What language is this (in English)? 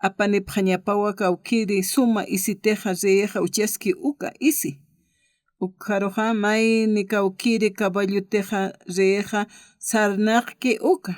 Aymara